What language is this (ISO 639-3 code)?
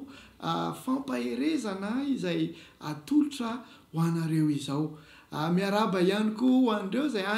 mlg